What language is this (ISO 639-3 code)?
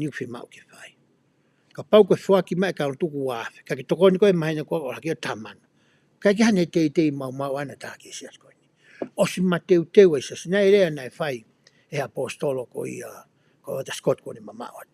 ton